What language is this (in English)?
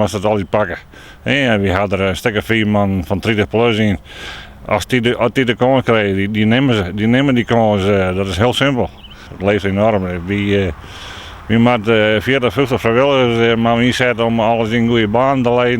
Western Frisian